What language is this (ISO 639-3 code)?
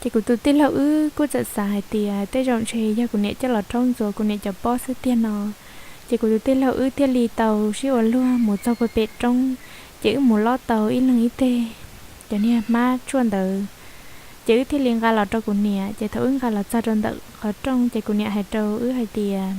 hmn